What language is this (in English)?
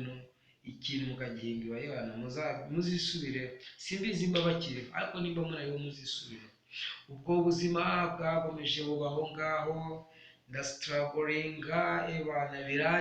Kinyarwanda